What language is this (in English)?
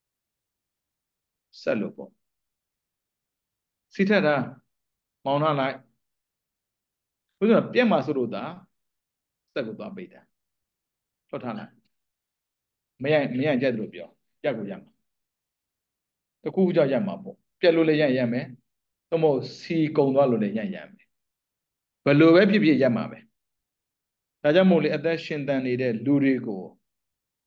Burmese